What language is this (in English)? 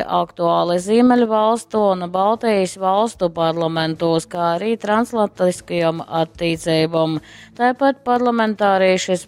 Latgalian